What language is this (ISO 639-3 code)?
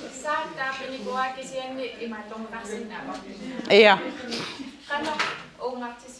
kal